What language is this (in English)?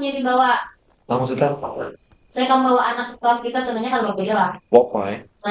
Banjar